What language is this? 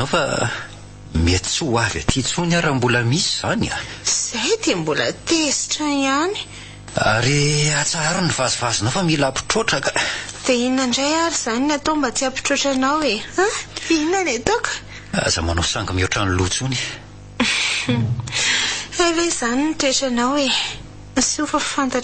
Malagasy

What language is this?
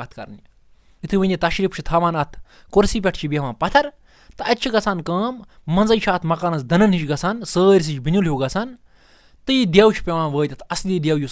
Kashmiri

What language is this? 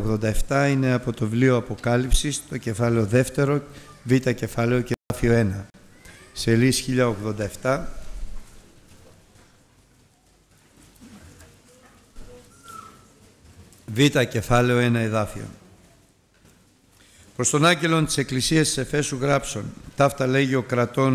Greek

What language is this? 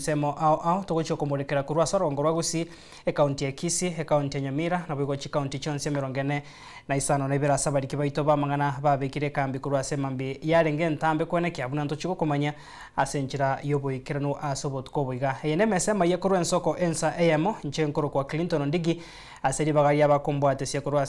Gusii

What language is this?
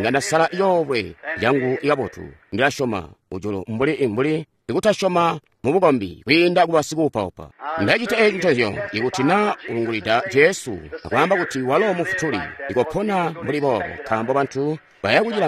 Tonga (Zambia)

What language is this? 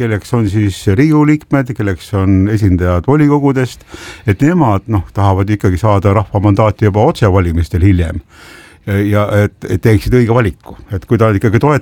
Estonian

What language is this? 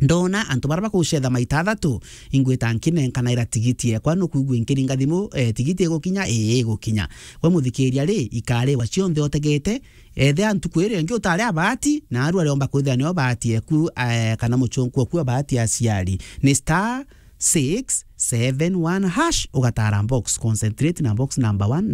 Meru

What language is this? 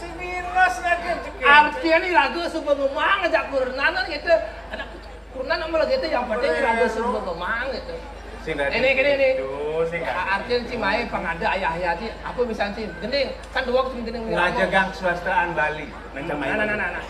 Balinese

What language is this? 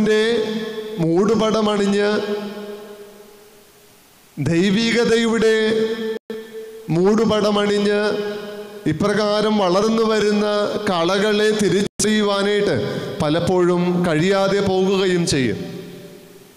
Malayalam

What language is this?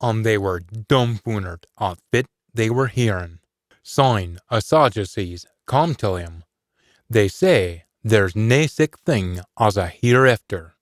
Scots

